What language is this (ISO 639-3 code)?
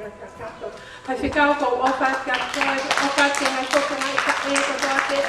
ton